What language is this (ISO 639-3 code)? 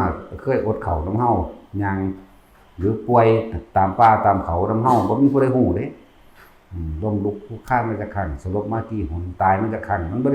tts